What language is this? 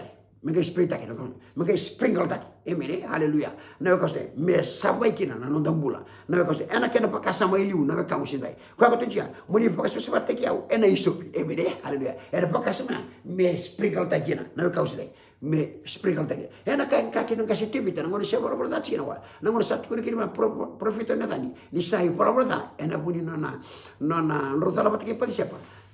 Fijian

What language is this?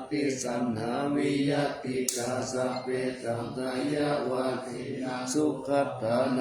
Pali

